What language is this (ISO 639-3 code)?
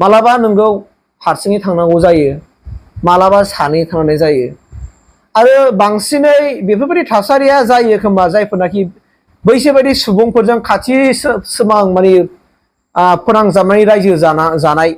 brx